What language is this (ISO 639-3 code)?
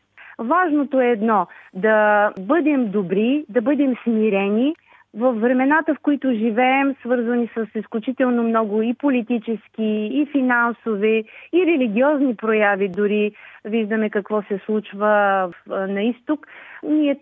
bul